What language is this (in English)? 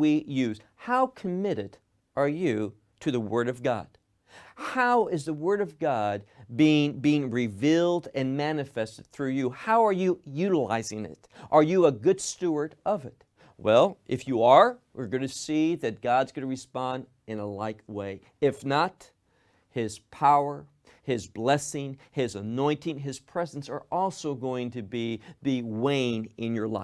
English